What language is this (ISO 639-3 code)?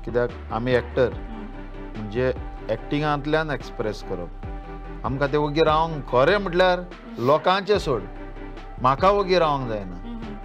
kok